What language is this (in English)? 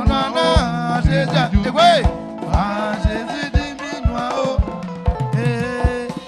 Baoulé